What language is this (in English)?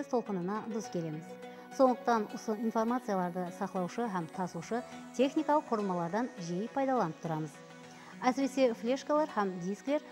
Kara-Kalpak